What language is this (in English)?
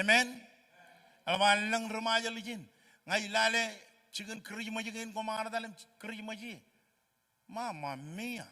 Marshallese